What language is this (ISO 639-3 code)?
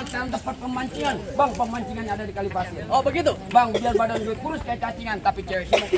bew